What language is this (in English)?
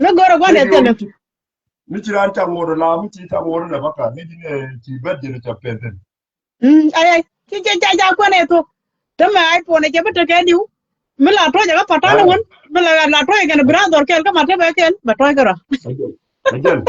Nuer